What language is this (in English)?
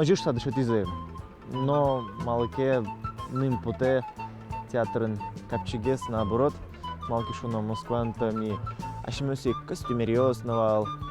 Udmurt